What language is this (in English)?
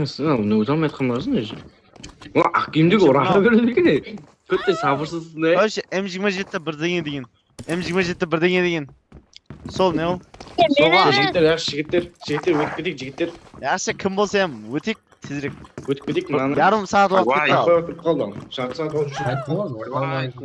Kara-Kalpak